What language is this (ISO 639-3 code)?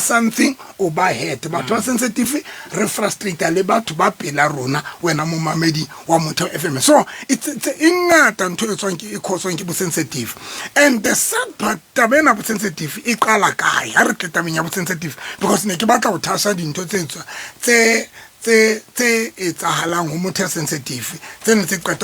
sot